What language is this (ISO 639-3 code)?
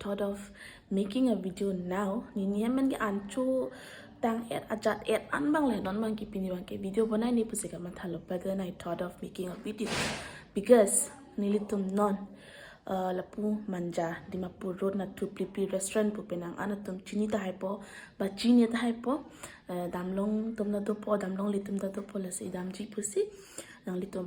mjw